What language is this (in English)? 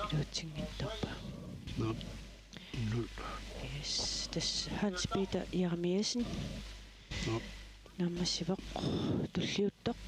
Kalaallisut